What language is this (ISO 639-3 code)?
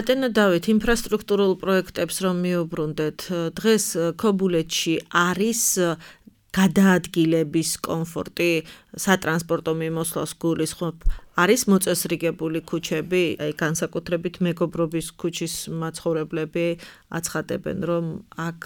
kat